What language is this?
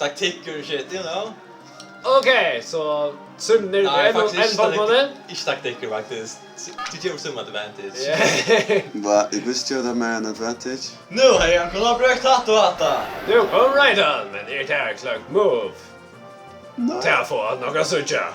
Faroese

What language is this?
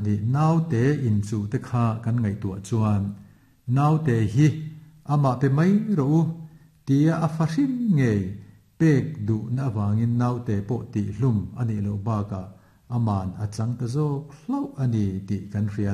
Mizo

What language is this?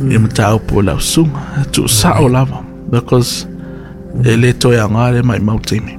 Samoan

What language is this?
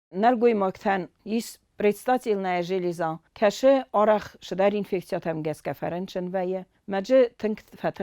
Ossetic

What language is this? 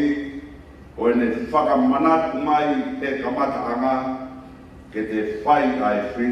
Tongan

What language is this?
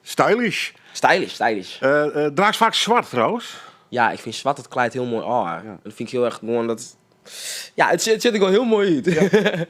Western Frisian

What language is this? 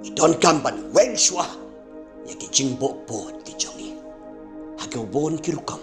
Khasi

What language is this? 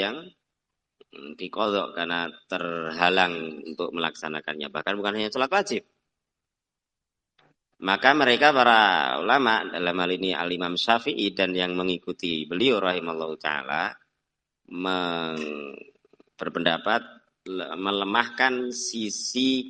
Indonesian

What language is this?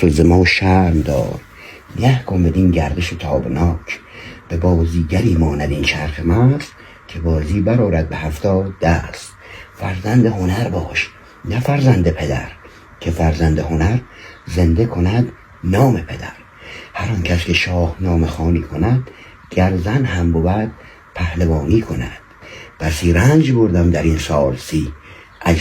Persian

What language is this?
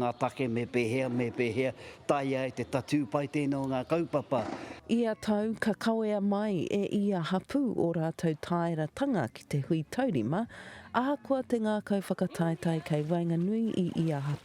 Māori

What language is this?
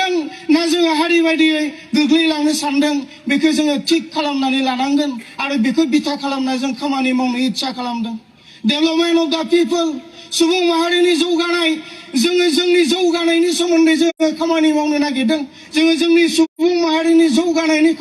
Bodo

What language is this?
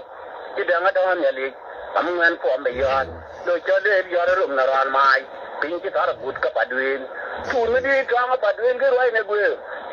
Nuer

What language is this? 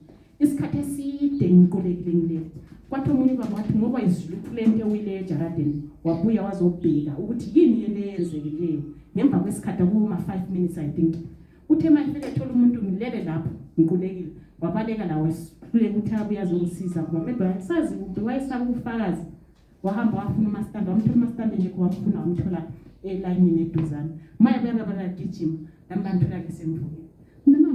Zulu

